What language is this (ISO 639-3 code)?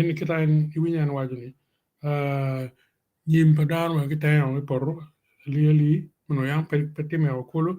ach